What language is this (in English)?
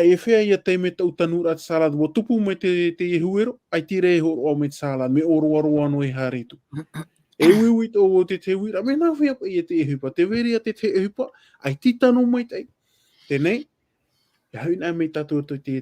Tahitian